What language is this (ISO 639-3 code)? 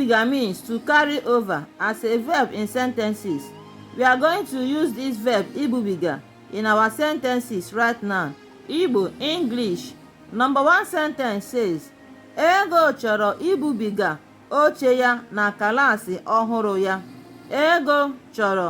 ibo